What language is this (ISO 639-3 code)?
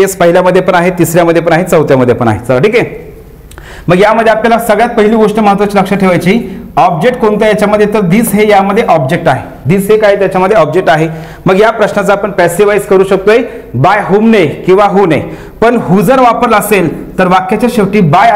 mar